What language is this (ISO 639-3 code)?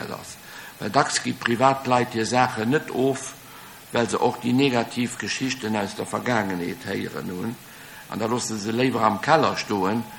ltz